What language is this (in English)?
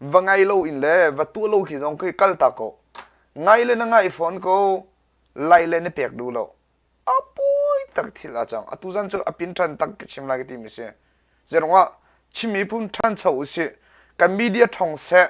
Hakha Chin